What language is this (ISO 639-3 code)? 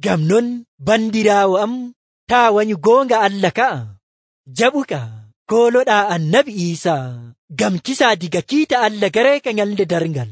fuv